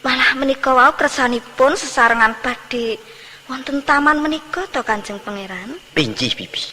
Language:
Javanese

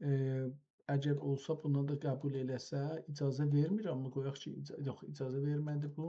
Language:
South Azerbaijani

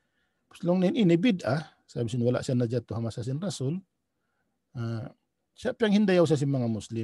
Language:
Tausug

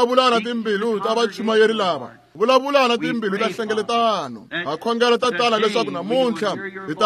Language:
Tsonga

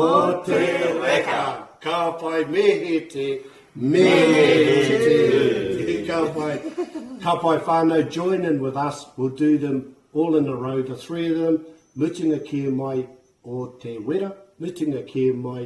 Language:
Māori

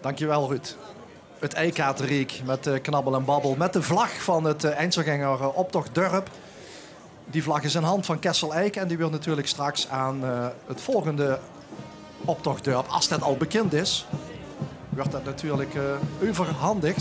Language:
Limburgish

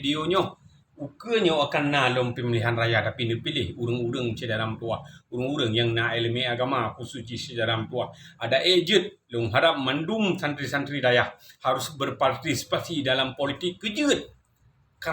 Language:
Achinese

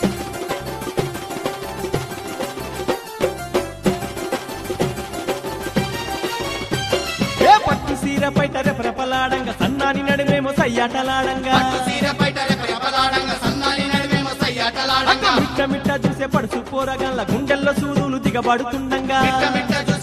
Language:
Telugu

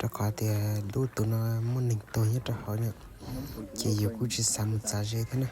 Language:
Hmong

